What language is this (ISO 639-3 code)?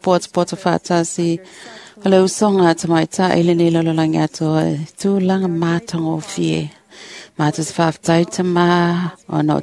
smo